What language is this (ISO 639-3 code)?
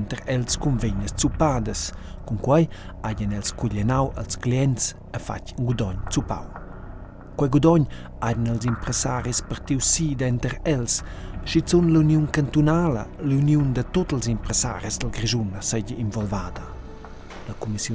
roh